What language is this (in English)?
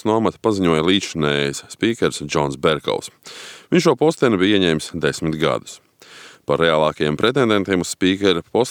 Latvian